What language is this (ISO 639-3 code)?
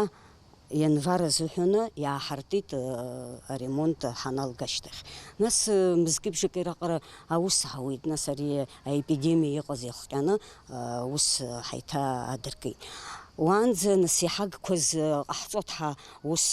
abk